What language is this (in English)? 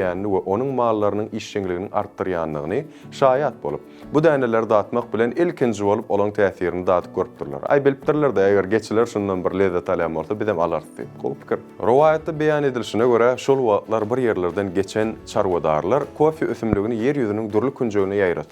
Turkmen